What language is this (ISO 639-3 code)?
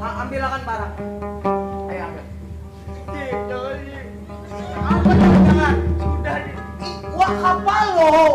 bjn